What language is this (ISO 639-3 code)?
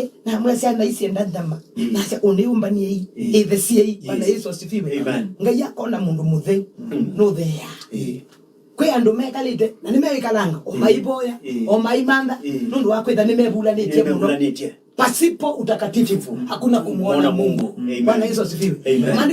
kam